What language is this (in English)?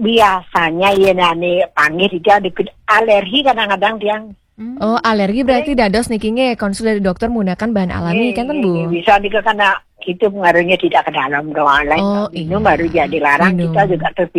Balinese